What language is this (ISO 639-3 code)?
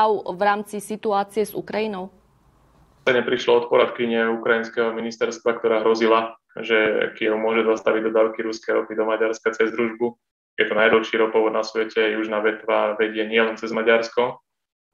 slk